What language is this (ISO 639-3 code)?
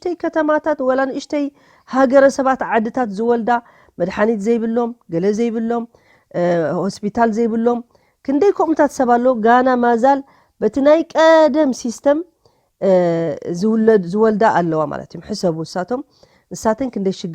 tir